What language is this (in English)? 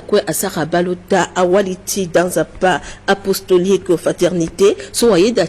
Sango